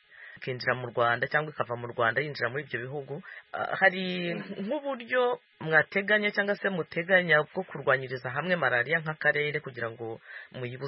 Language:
Kinyarwanda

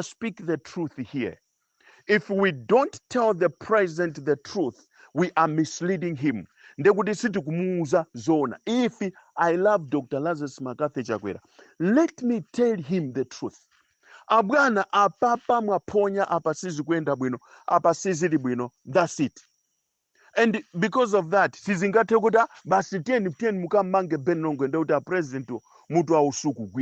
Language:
Nyanja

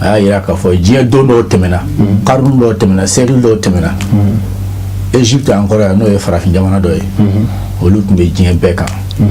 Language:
Bambara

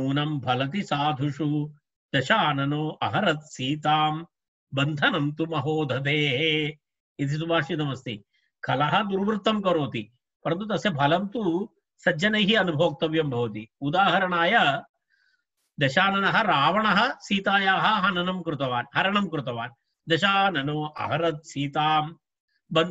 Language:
Sanskrit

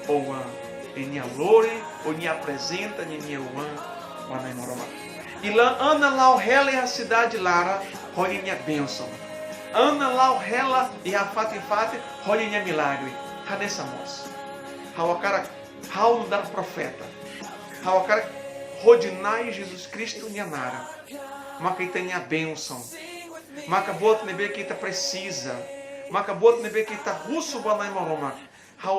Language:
Tetum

